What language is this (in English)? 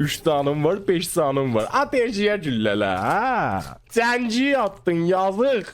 South Azerbaijani